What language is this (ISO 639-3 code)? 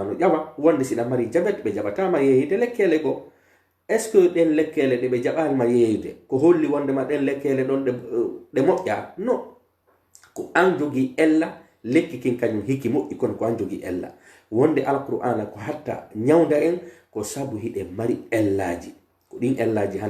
fuf